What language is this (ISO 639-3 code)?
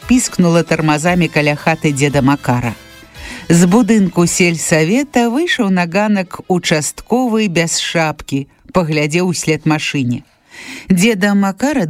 bel